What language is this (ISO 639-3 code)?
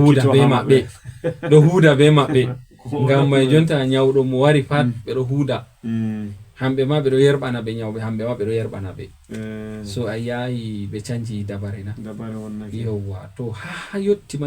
ful